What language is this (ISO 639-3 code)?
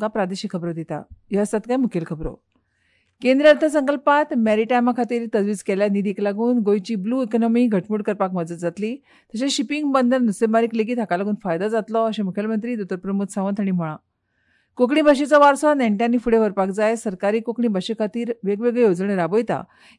kok